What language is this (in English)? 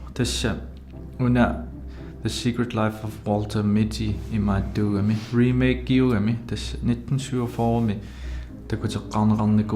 Kalaallisut